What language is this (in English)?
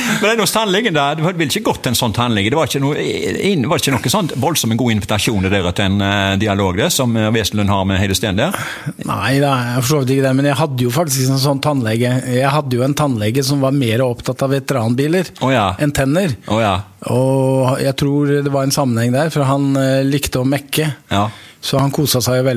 Norwegian